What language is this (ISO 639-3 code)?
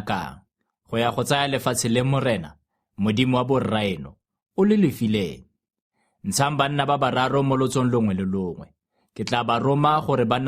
tsn